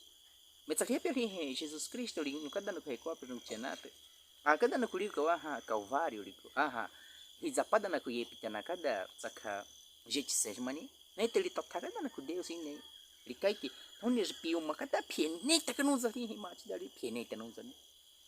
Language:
Baniwa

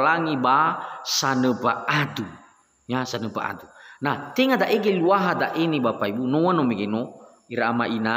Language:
Nias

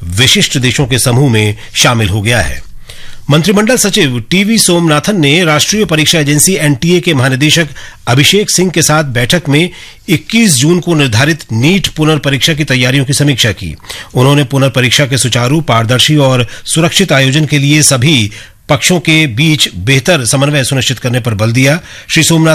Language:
Hindi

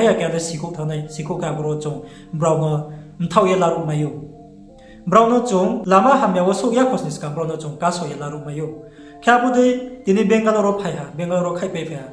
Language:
Riang (India)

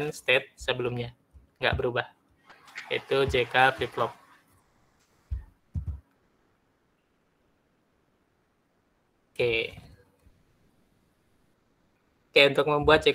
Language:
Indonesian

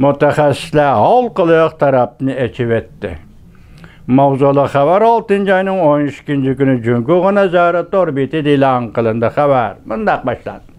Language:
Uyghur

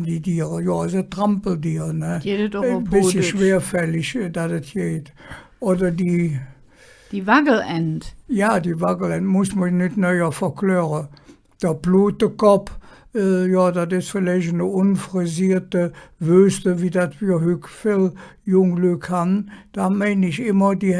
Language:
Colognian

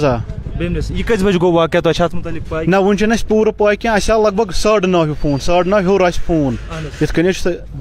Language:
Kashmiri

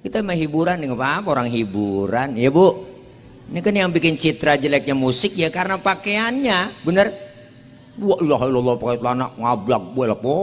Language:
Betawi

